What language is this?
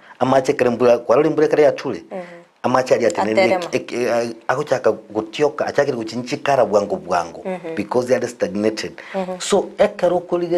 Gusii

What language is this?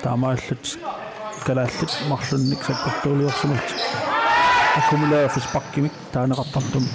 Kalaallisut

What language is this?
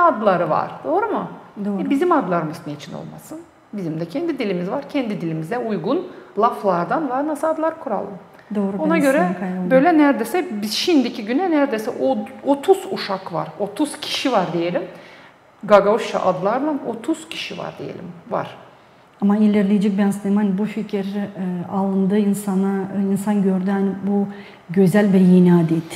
Gagauz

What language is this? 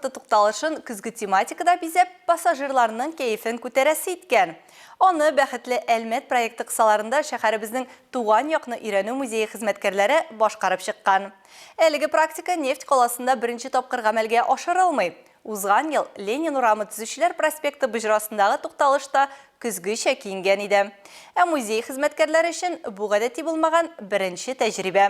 Tatar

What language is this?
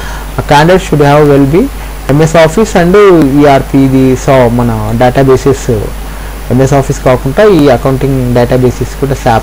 Telugu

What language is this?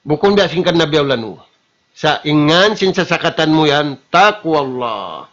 Tausug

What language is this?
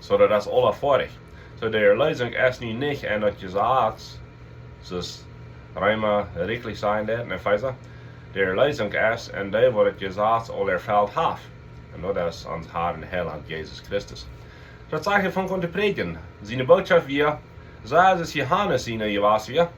Plautdietsch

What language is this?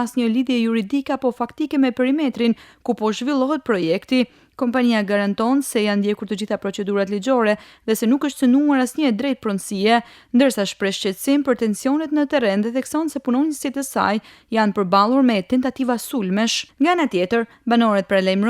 Albanian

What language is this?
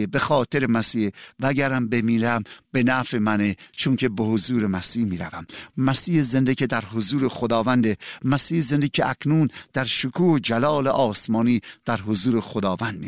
Persian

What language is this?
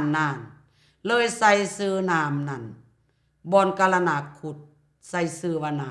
Lao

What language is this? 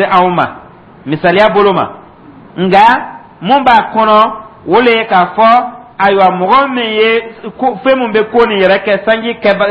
Dyula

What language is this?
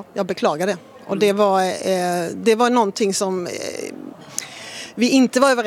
Swedish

